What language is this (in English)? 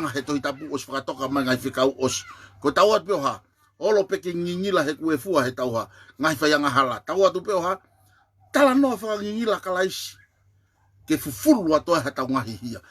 Tongan